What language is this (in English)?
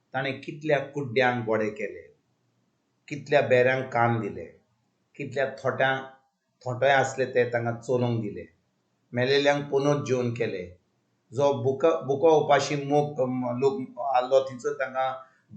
Konkani